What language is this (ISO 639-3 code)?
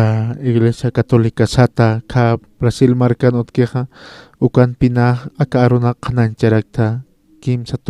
aym